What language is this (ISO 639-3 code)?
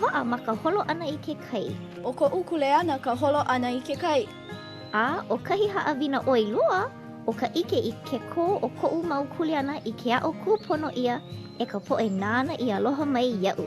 haw